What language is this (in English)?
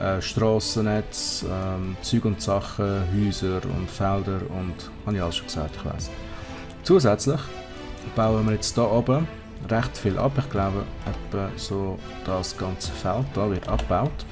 Swiss German